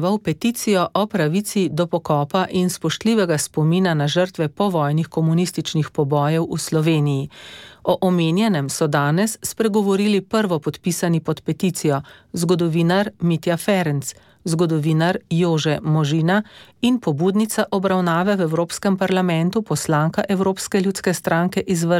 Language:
Slovenian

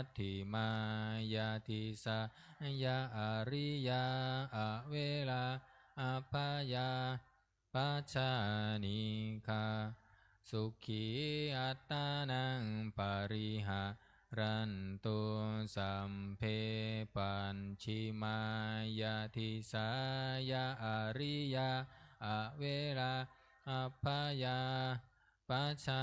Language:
Pali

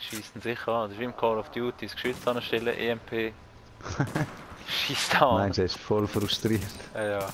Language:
Swiss German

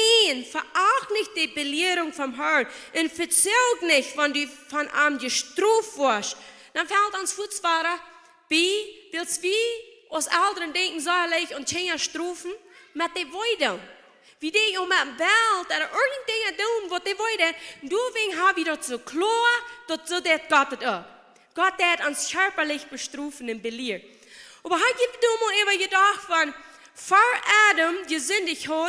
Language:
Plautdietsch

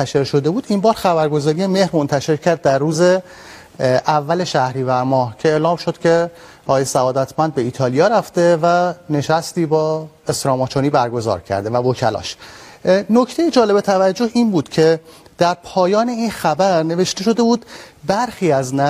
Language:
Persian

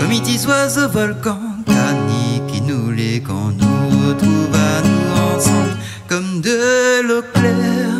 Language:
Réunion Creole French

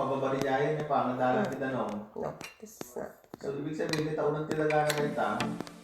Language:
Iloko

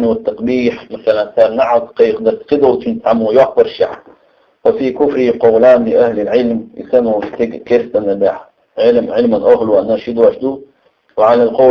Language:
Chechen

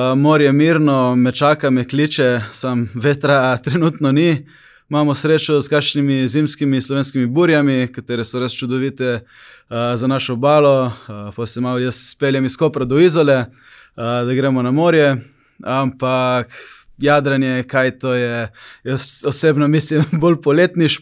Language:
Slovenian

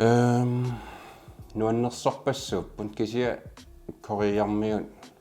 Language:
Kalaallisut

